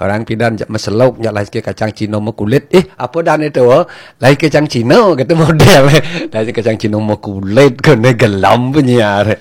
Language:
Balinese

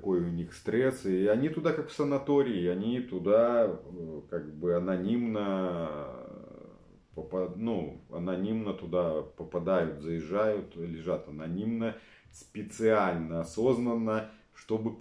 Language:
Russian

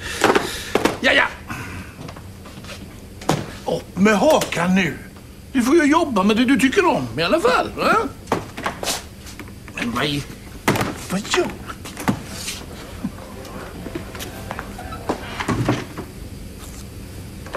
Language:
Swedish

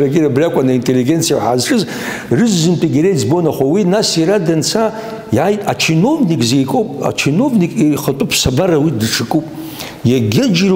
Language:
Abkhazian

